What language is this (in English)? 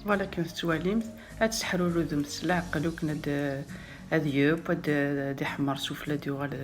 Kabyle